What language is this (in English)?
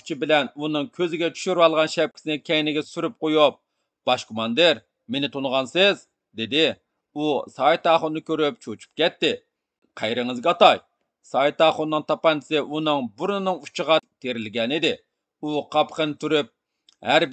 Uyghur